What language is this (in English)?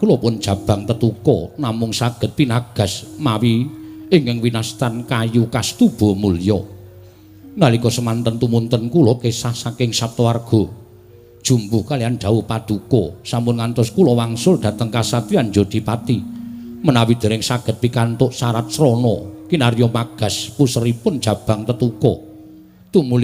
Javanese